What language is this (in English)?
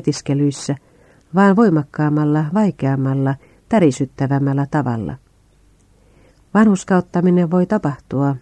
Finnish